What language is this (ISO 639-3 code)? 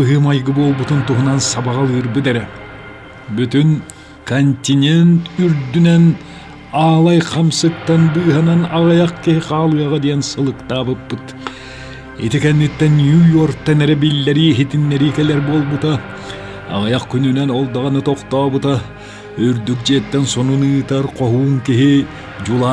sah